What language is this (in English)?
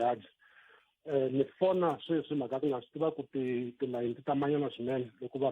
Tsonga